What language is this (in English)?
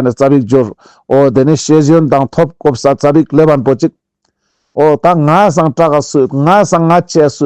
Ladakhi